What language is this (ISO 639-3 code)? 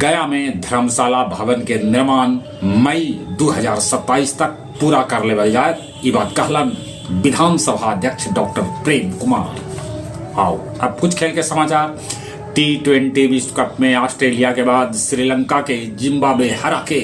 mag